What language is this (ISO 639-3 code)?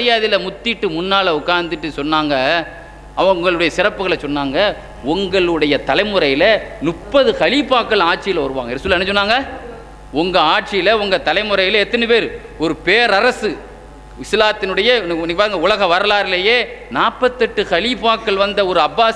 tam